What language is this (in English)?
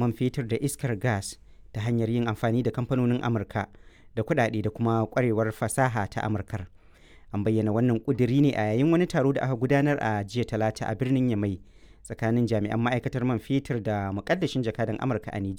Hausa